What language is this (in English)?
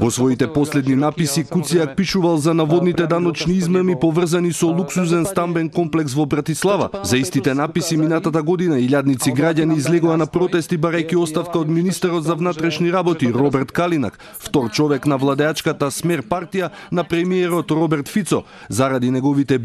Macedonian